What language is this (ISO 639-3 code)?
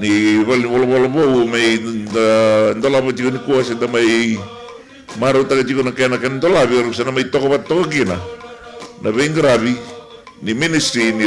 fij